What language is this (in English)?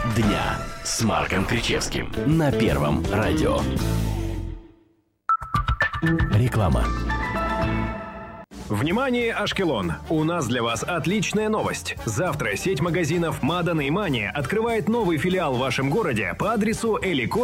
Russian